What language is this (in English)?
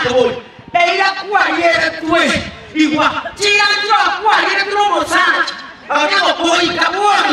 Gusii